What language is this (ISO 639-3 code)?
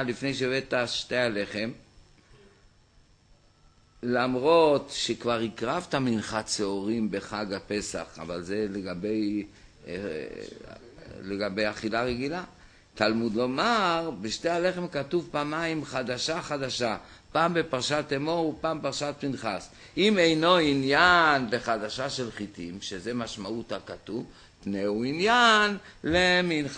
heb